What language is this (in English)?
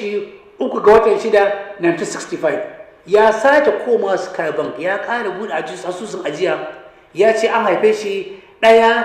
Hausa